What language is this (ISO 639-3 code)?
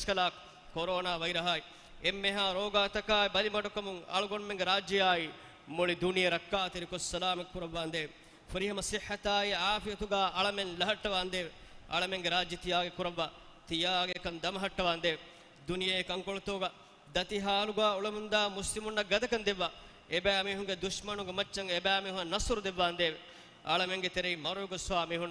div